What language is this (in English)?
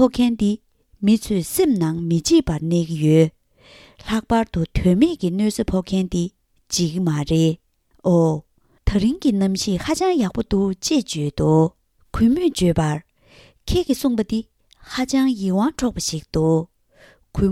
Tibetan